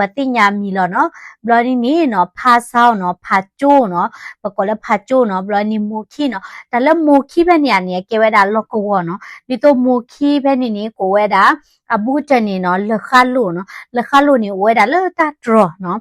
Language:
S'gaw Karen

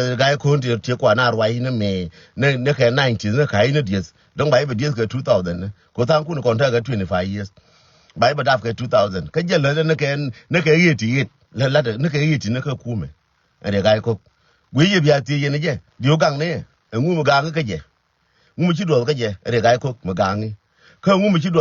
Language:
Nuer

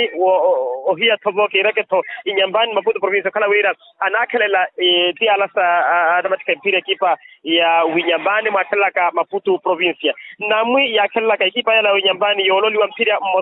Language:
Makhuwa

